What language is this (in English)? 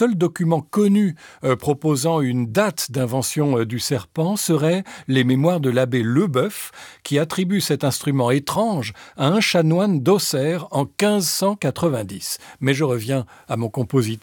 French